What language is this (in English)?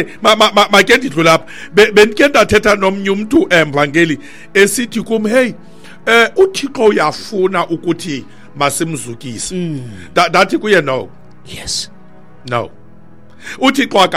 Xhosa